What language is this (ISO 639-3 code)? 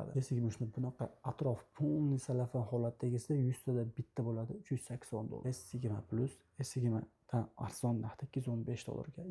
uzb